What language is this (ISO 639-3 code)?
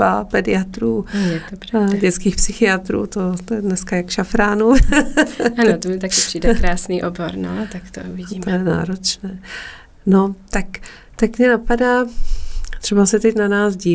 ces